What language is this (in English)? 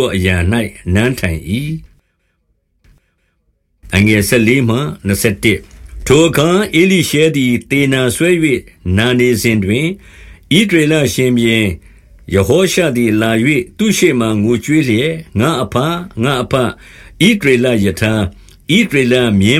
Burmese